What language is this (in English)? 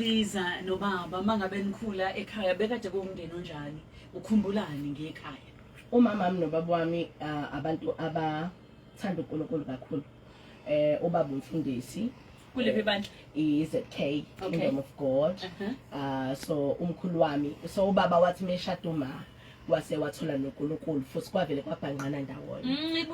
Zulu